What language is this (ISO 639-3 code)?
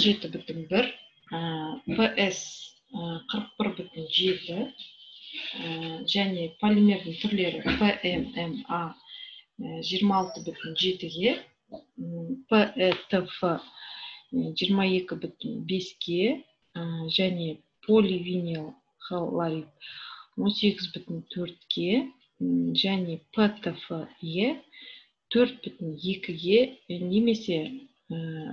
kaz